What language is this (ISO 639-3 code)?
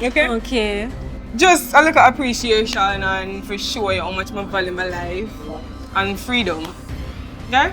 jam